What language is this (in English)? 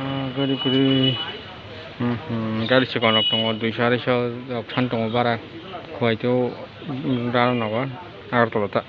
Kok Borok